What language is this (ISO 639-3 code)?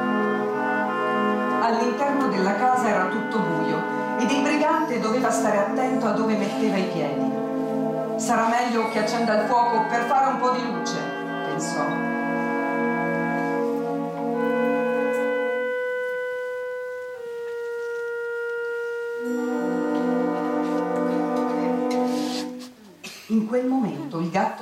ita